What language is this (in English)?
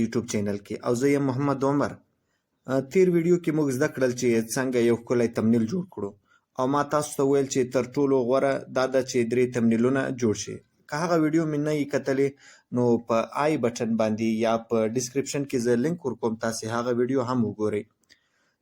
Pashto